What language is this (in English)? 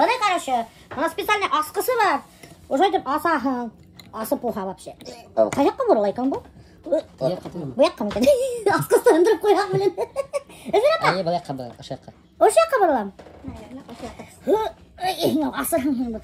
Bashkir